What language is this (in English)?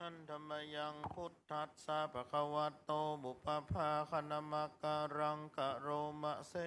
Pali